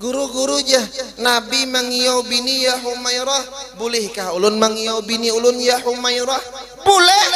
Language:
Banjar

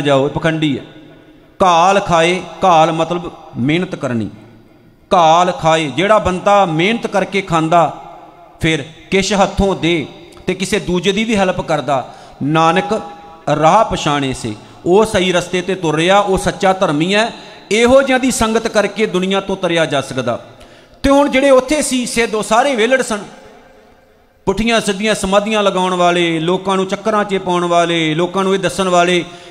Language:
Punjabi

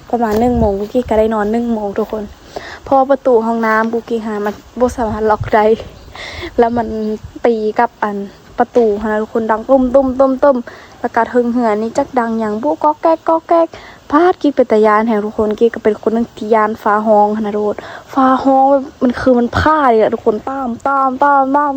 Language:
Lao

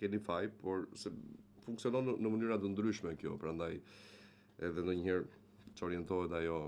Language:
Albanian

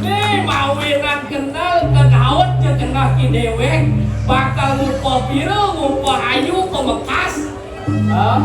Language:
Balinese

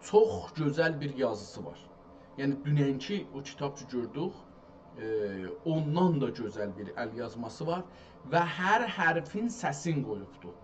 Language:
South Azerbaijani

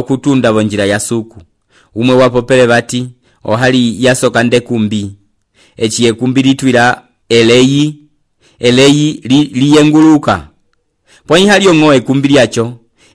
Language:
Umbundu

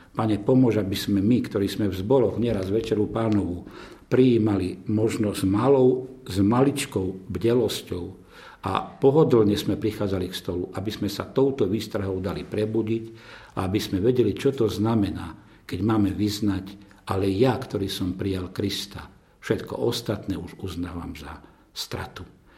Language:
Slovak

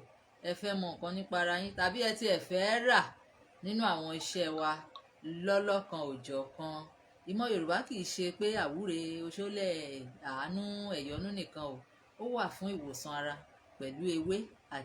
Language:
Yoruba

